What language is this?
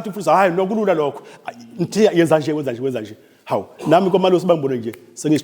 Zulu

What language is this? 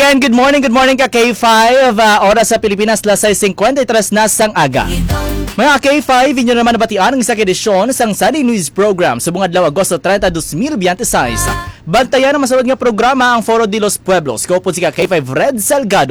Hiligaynon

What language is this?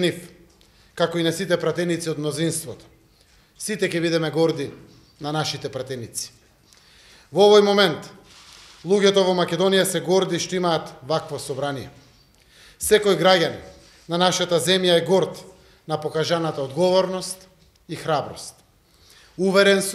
Macedonian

